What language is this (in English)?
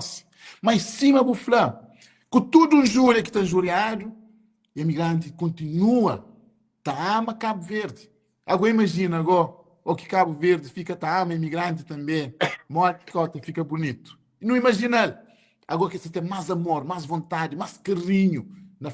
Kabuverdianu